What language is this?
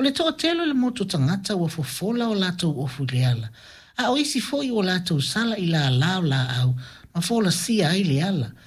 Samoan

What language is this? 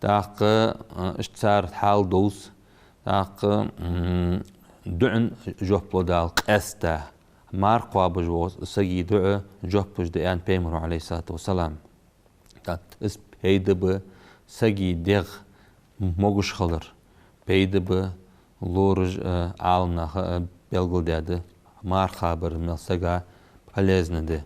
Ingush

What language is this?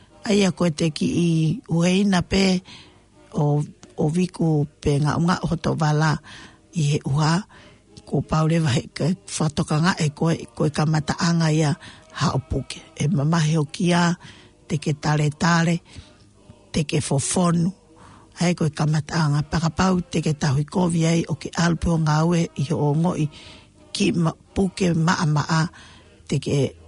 Tongan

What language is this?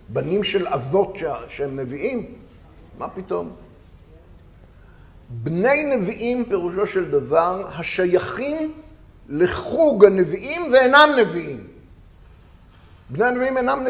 Hebrew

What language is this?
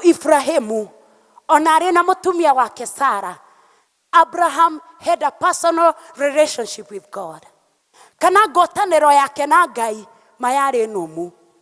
Kikuyu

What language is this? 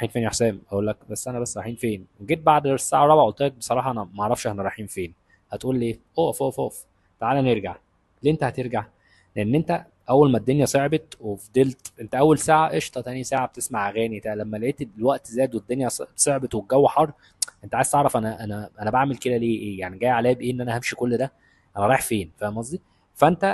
Egyptian Arabic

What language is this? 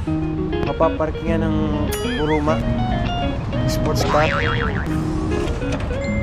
Filipino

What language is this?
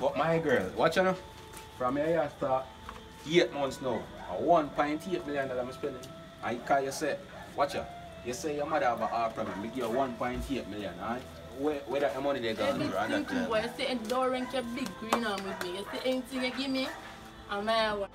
Jamaican Creole English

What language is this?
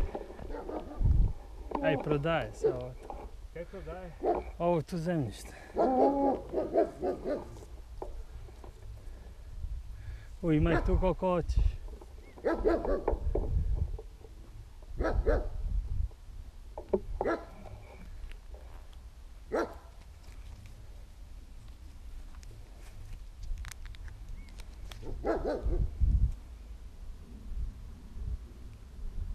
Croatian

